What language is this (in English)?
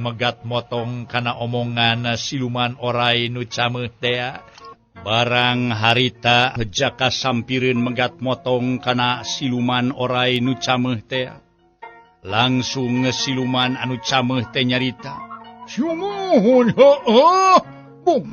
Sundanese